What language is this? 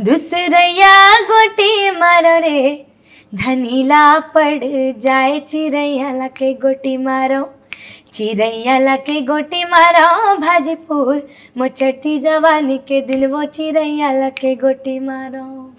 Chhattisgarhi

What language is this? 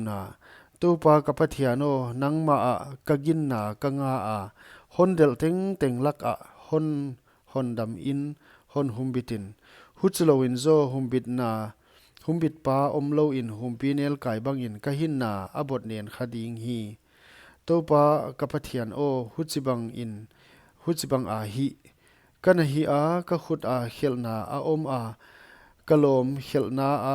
Paite Chin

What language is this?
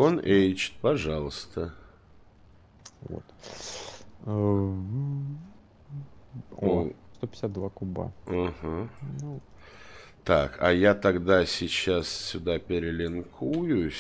Russian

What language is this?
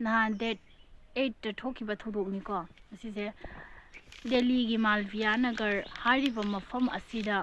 Manipuri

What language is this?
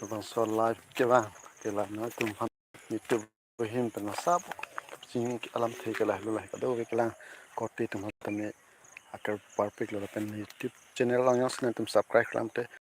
Karbi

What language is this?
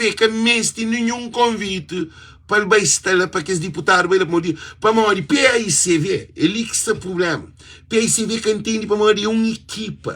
Kabuverdianu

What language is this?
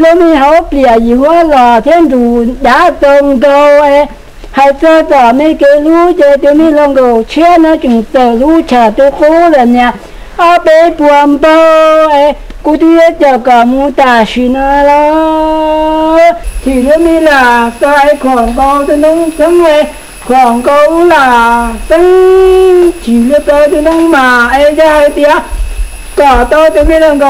Hmong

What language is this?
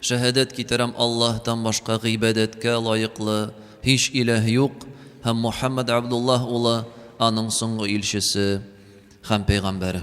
Tatar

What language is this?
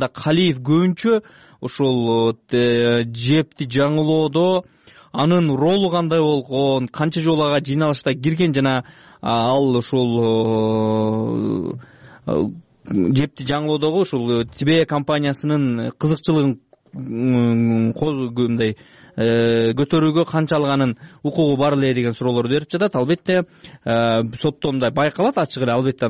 Kyrgyz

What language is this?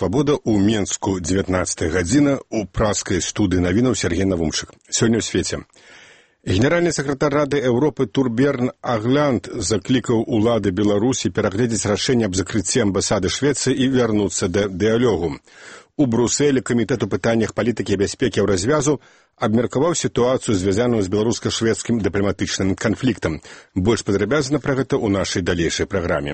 Belarusian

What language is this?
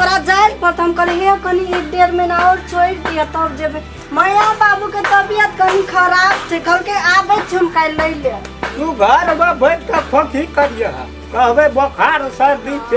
Maithili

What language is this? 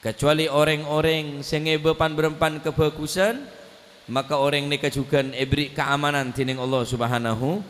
Madurese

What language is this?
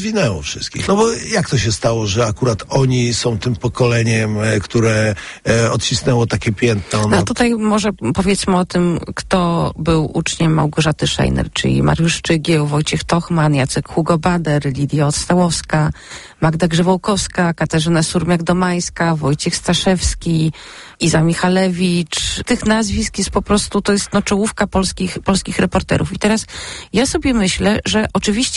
Polish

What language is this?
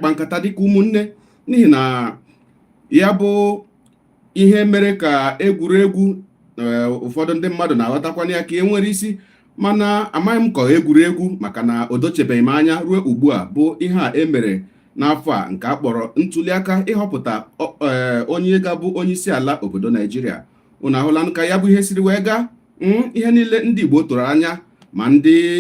Igbo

